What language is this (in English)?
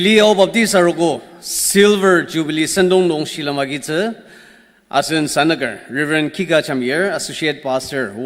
Ao Naga